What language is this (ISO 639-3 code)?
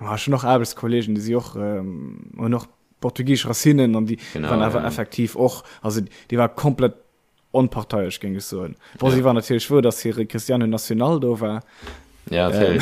ltz